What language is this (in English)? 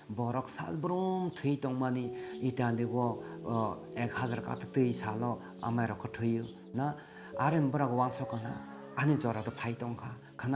Kok Borok